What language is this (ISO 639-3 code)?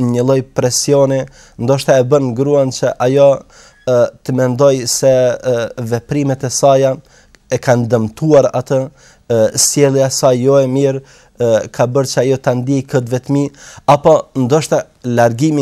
sqi